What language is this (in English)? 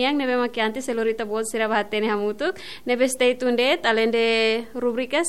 Tetum